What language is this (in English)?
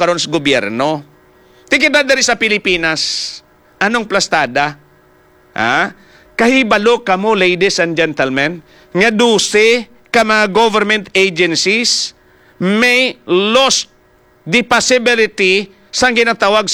Hiligaynon